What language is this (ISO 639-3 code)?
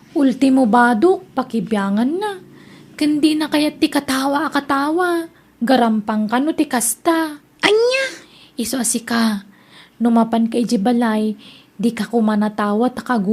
ilo